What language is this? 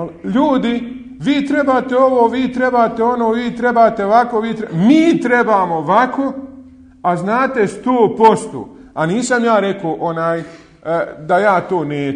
Bosnian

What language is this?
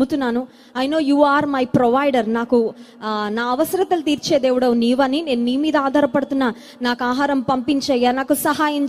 Telugu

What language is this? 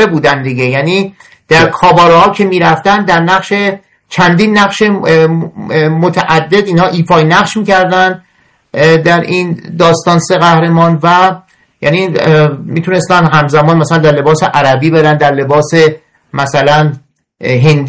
Persian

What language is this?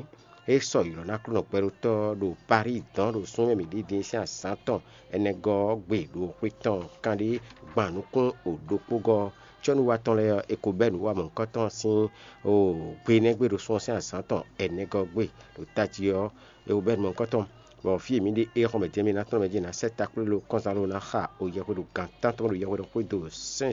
Fon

